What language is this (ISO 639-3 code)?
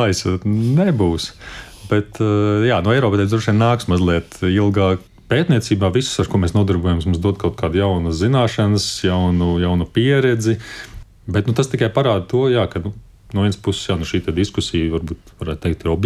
lav